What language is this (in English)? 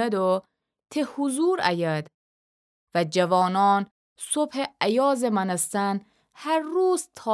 Gilaki